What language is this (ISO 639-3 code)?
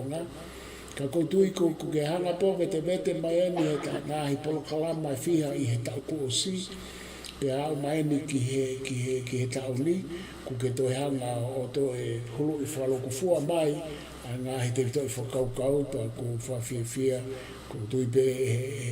ton